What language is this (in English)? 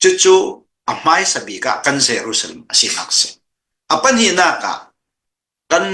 Hakha Chin